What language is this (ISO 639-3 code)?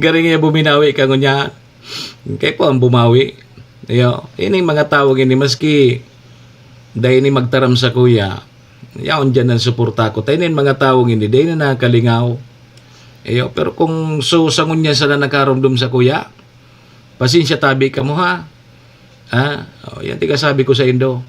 bik